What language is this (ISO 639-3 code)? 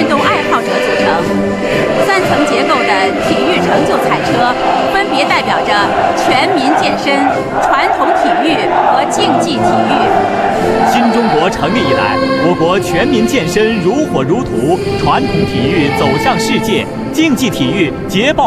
zho